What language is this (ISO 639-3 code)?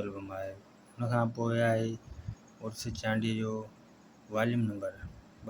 snd